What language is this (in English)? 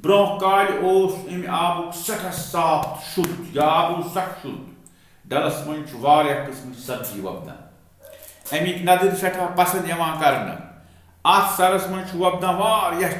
Kashmiri